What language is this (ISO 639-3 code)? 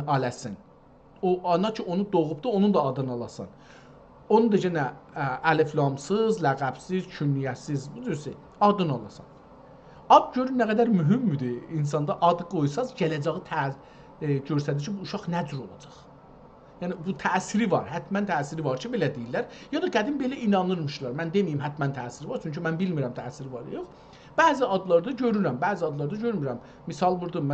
azb